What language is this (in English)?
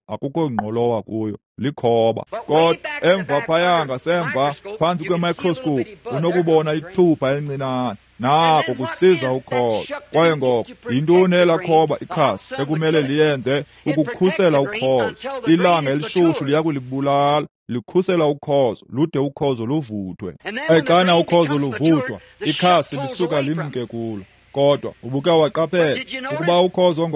Xhosa